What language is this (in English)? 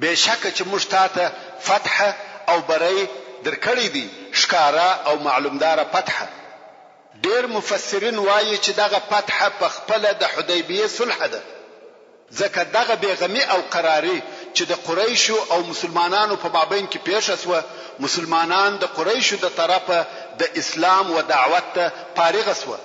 Pashto